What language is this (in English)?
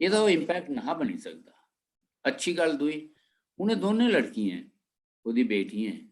Dogri